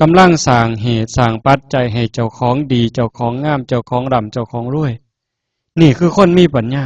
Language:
Northeastern Thai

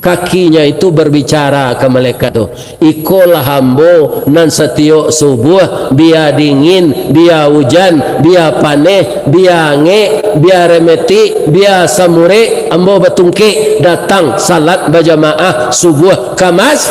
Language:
Minangkabau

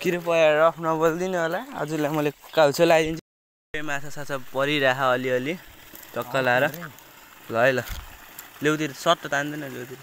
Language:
Nepali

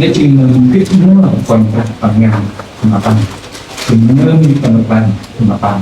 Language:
Central Mnong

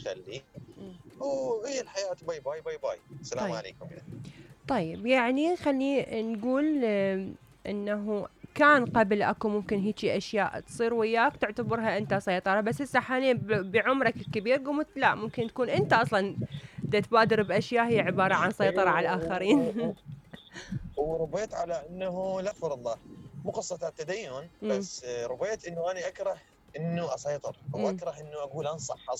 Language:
Mesopotamian Arabic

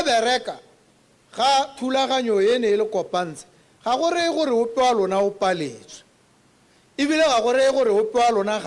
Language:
Tswana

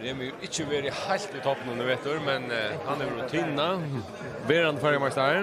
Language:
Faroese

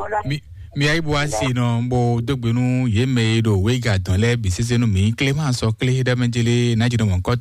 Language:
Fon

